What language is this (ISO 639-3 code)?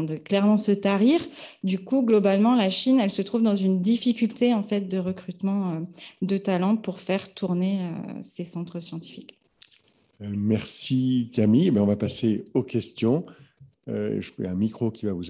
fra